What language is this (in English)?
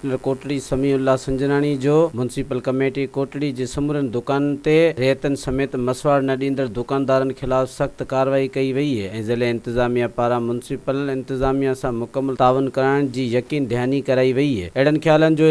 Sindhi